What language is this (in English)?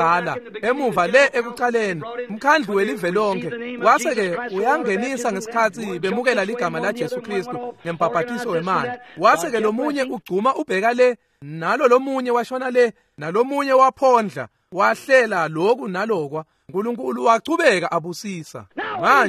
Swati